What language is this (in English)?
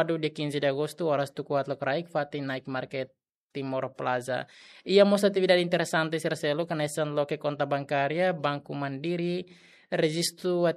Tetum